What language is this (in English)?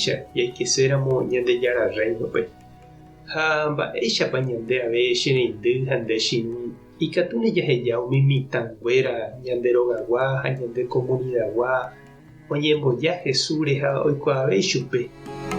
Guarani